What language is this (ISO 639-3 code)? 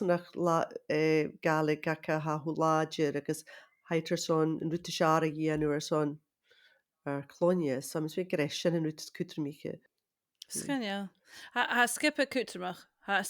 gla